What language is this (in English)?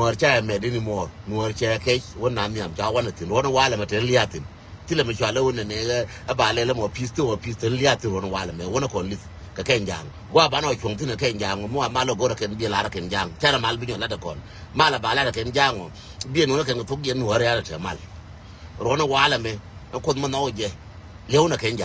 Nuer